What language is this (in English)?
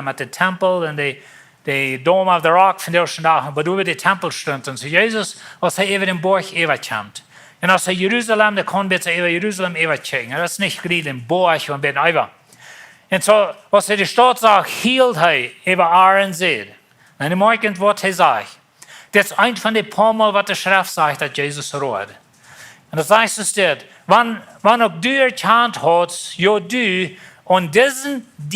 Plautdietsch